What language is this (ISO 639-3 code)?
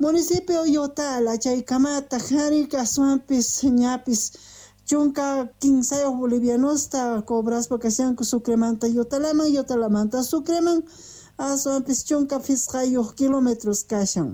que